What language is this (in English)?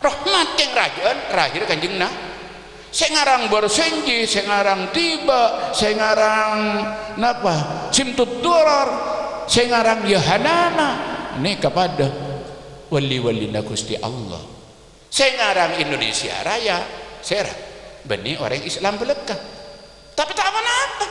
Madurese